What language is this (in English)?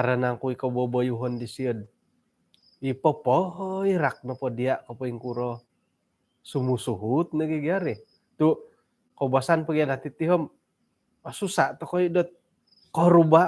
Central Dusun